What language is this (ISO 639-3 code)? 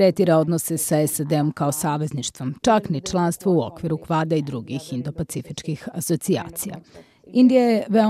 srp